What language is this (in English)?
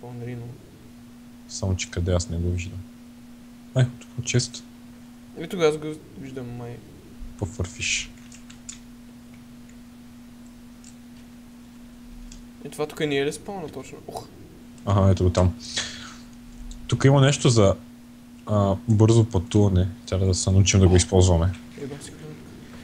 Bulgarian